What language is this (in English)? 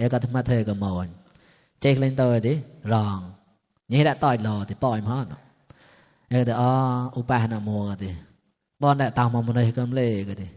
Mon